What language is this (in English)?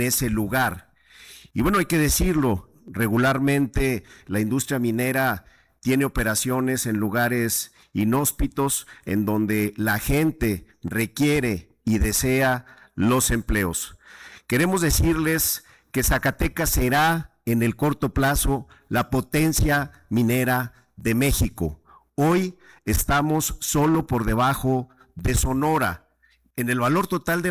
Spanish